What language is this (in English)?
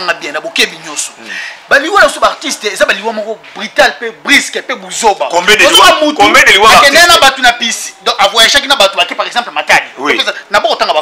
Lingala